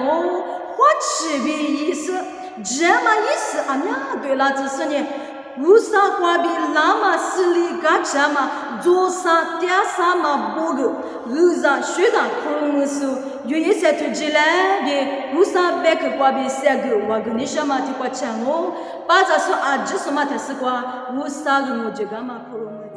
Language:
Lisu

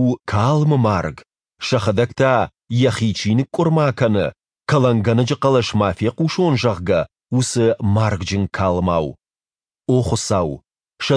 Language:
Ossetic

